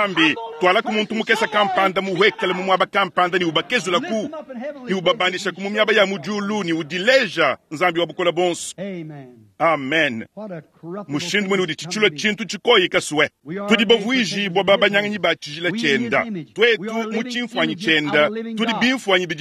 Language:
Luba-Lulua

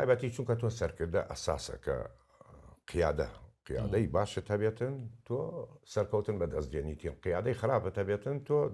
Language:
Central Kurdish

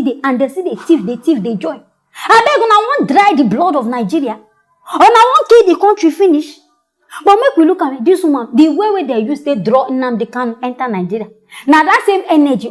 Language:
Nigerian Pidgin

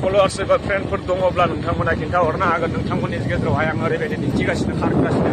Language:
Bodo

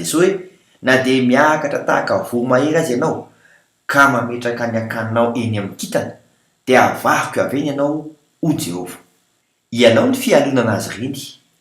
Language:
Malagasy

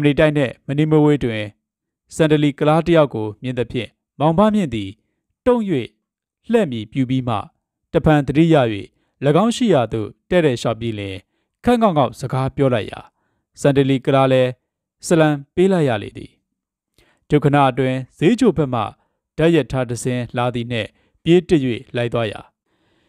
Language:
Burmese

